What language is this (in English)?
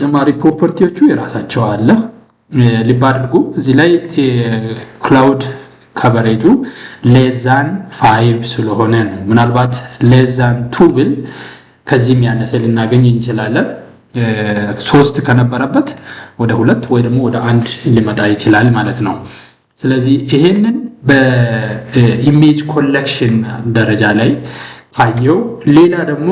Amharic